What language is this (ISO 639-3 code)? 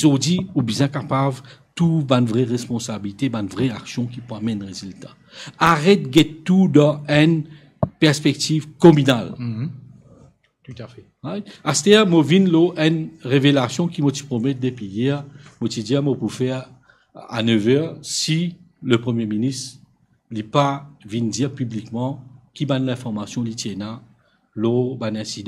mfe